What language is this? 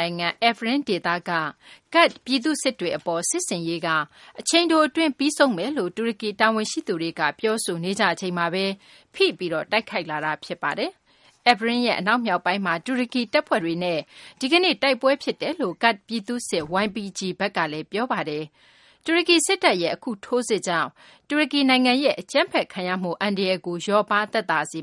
Burmese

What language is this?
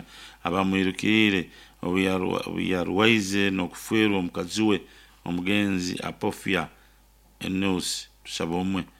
Nyankole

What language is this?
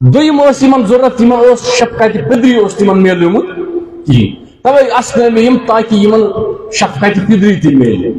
Kashmiri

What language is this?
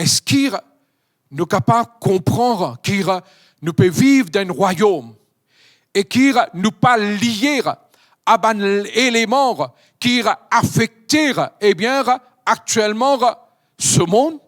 Morisyen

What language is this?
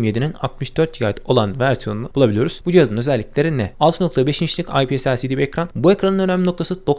Turkish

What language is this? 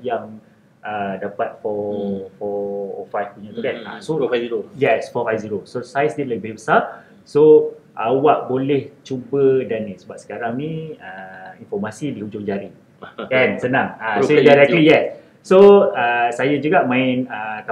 Malay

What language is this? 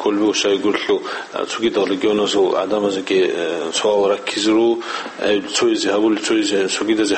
Avaric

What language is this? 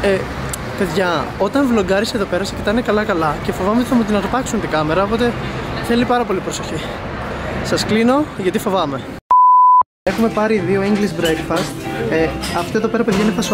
Greek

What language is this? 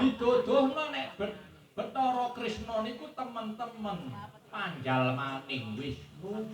Javanese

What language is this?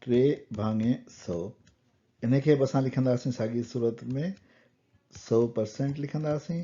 Sindhi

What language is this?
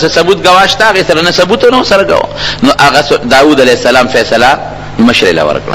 Pashto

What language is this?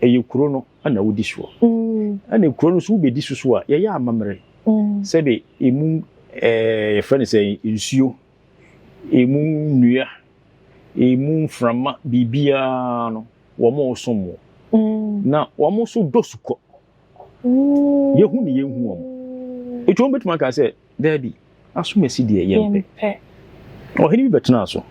Akan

